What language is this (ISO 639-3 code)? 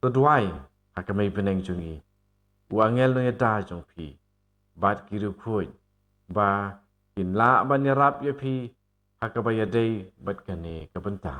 kha